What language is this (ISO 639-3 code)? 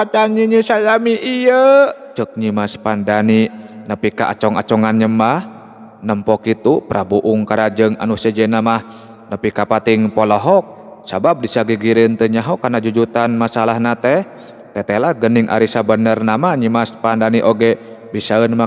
sun